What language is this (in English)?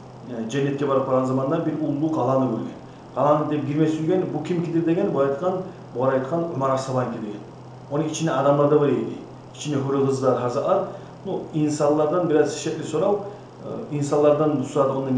Kumyk